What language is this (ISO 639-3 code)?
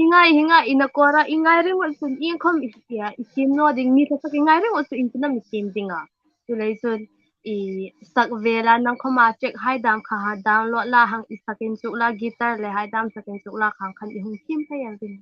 hmr